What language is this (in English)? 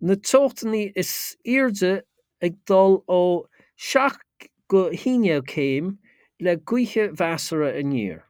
Irish